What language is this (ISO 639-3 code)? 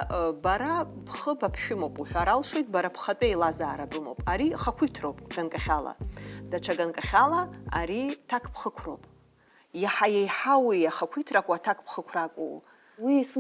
abk